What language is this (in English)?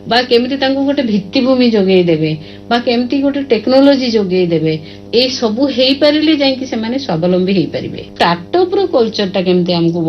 Odia